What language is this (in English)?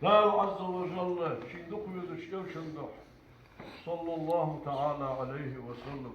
Ingush